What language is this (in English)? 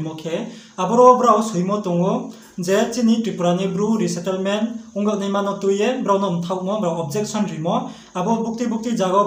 Riang (India)